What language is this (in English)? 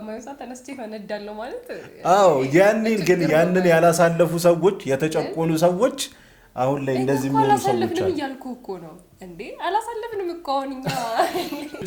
Amharic